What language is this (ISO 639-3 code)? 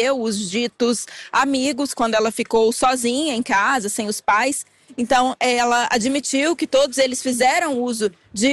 por